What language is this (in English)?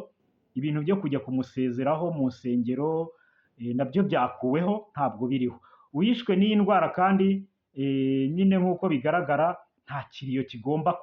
Kinyarwanda